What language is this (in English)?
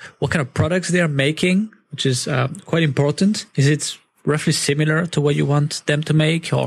English